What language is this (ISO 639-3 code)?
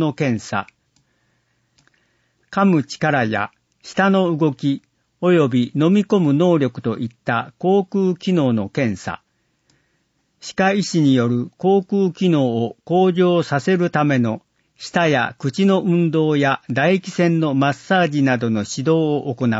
jpn